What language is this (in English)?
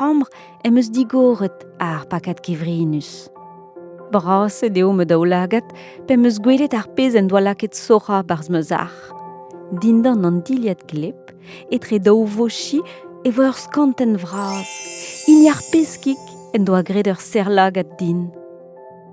Breton